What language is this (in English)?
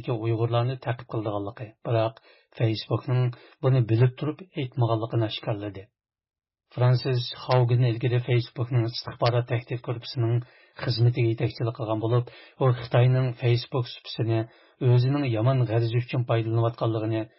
Uyghur